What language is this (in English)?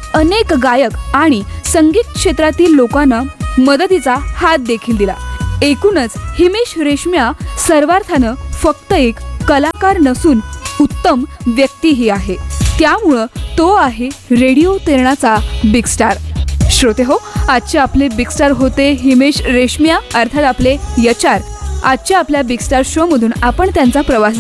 Marathi